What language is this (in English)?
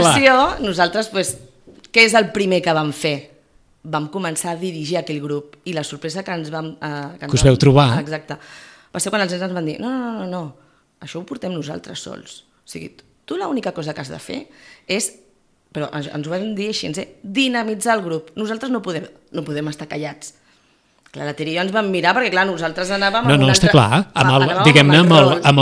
Catalan